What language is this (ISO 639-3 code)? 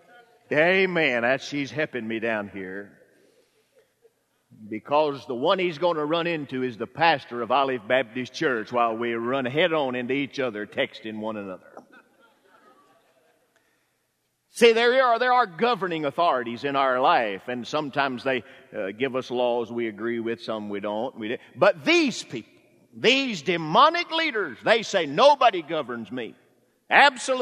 eng